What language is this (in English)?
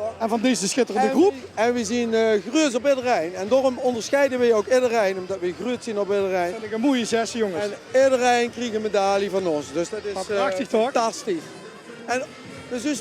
Limburgish